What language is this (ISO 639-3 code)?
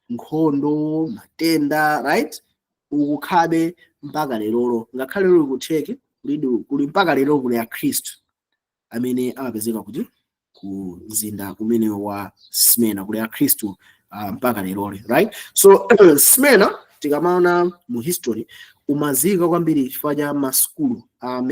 nya